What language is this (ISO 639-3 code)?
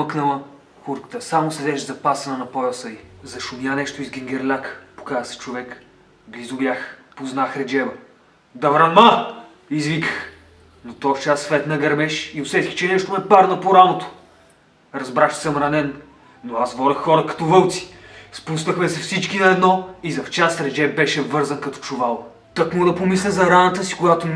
bul